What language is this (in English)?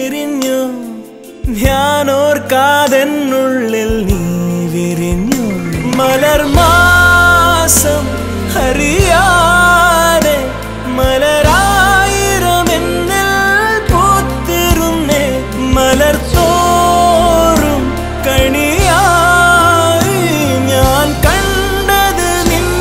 Malayalam